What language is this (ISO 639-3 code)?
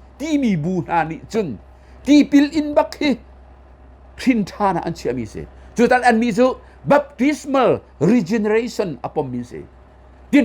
cnh